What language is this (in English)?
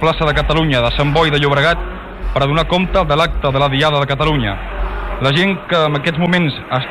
Catalan